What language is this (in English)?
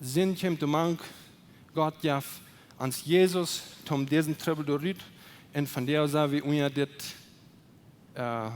Plautdietsch